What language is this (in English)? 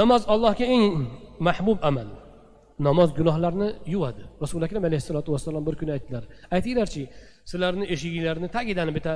Uzbek